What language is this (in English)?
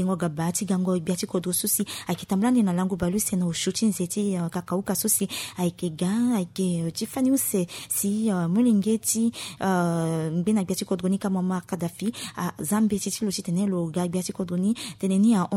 Sango